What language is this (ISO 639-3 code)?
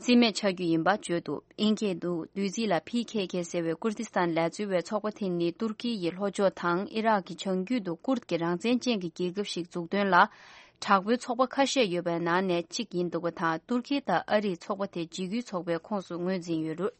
bod